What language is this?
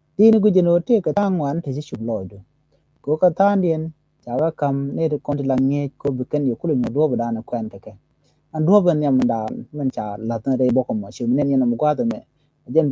Nuer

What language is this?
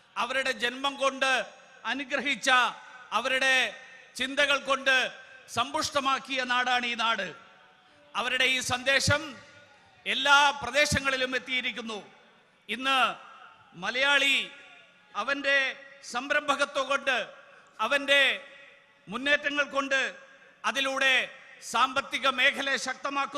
Malayalam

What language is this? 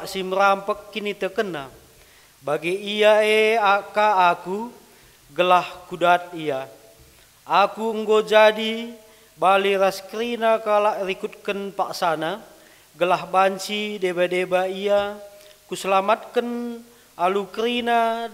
Batak Karo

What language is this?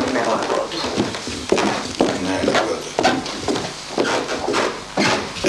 Croatian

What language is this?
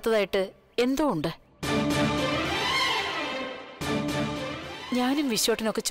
Malayalam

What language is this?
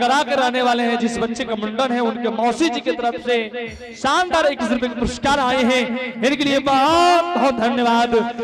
Angika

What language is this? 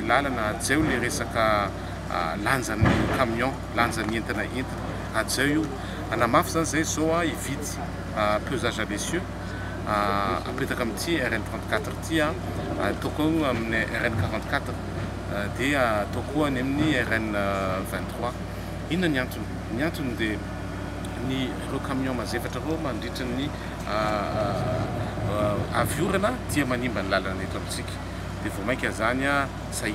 Malagasy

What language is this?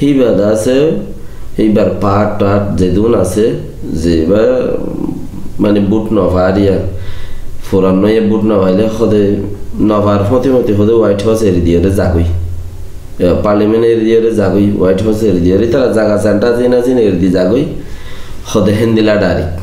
Rohingya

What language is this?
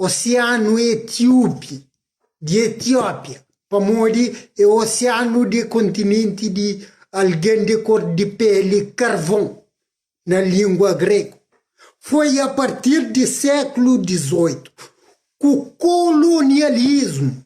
Kabuverdianu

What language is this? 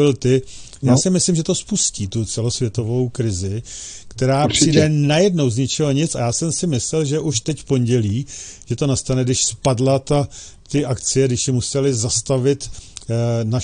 Czech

